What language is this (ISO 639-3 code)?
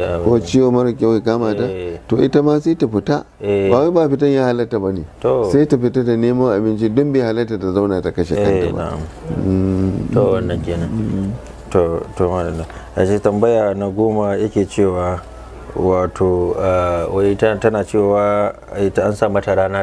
hau